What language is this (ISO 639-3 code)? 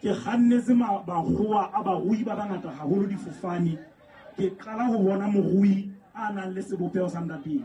sot